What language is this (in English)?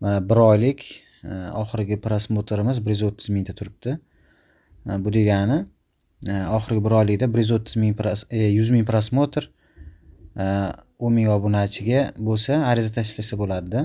Uzbek